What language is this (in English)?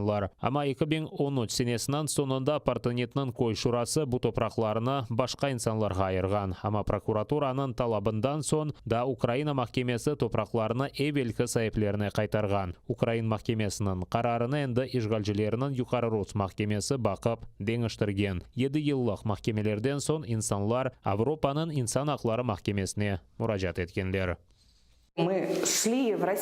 Crimean Tatar